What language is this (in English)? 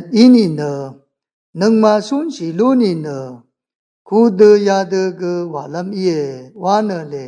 Rawang